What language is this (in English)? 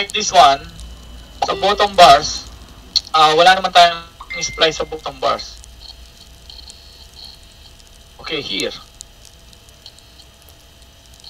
Filipino